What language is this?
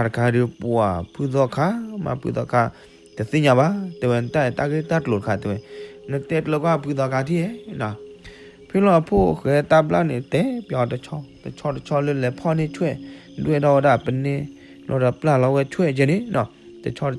S'gaw Karen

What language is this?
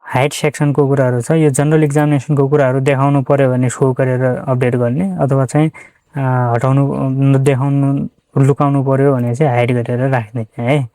Nepali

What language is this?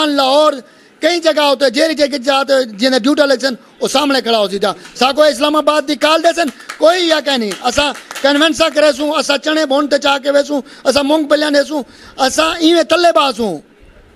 Saraiki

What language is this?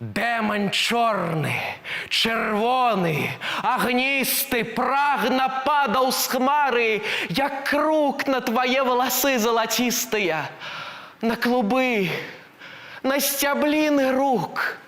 Belarusian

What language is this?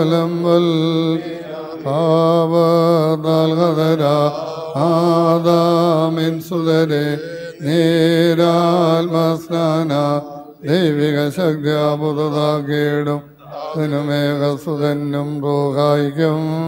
Malayalam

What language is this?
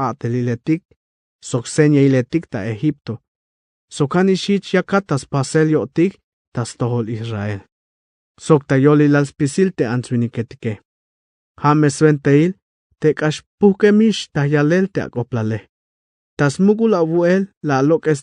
Tzeltal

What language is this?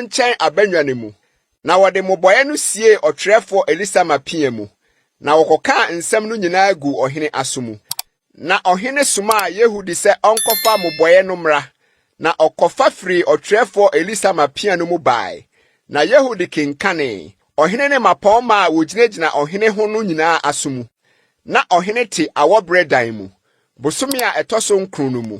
Akan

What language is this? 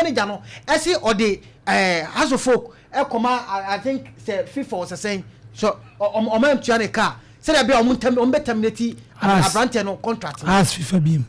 Akan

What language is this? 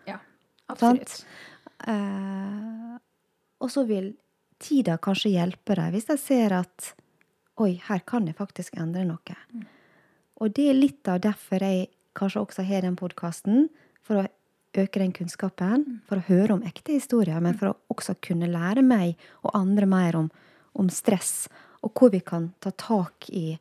Norwegian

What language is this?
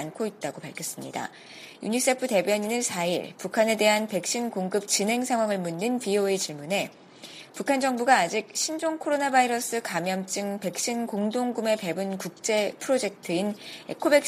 Korean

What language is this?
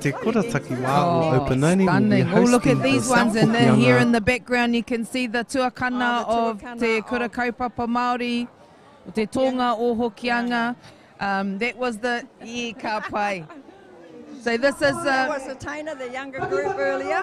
Māori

